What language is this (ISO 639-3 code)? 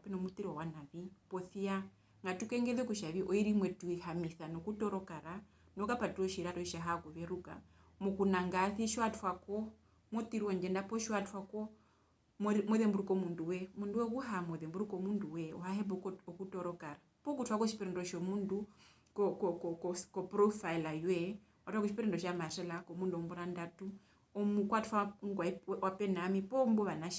her